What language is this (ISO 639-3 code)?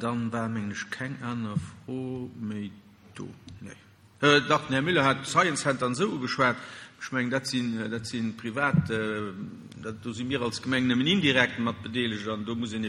ltz